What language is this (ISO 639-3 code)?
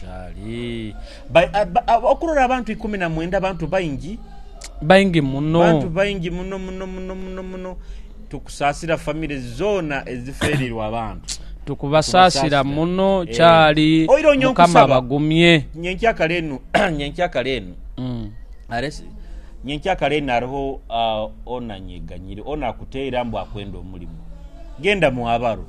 nyo